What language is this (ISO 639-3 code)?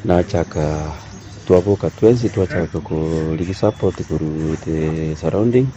guz